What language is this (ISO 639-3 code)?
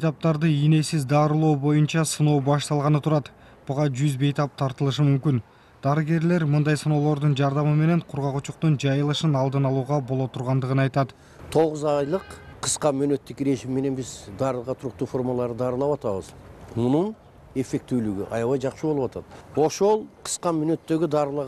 kir